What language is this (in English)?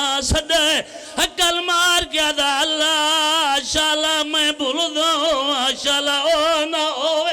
Pahari-Potwari